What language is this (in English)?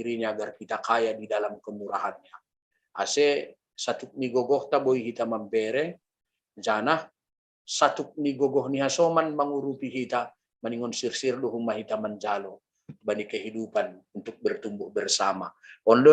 Batak Simalungun